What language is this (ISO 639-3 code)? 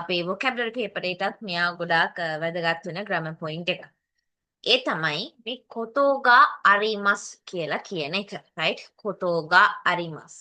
sin